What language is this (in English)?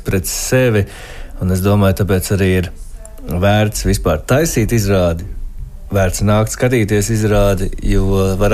Latvian